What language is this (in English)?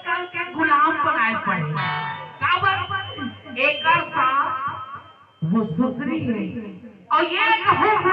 Chhattisgarhi